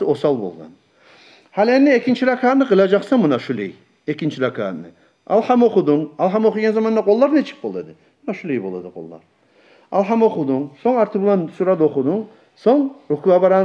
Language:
Kumyk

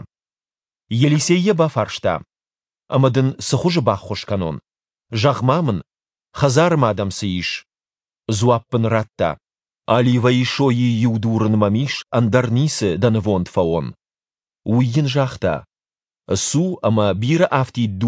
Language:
Ossetic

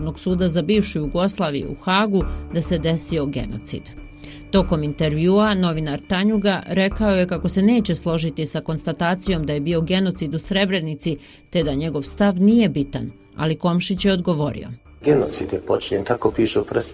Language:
Bosnian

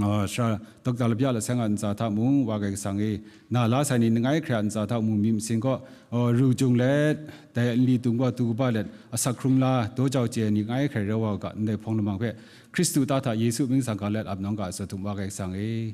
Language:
Kachin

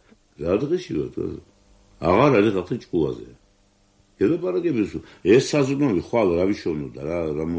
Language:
Georgian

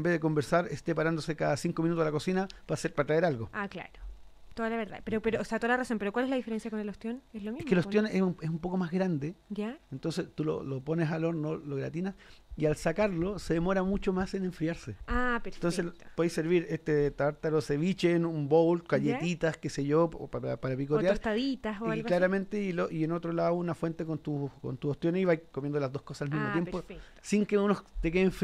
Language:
Spanish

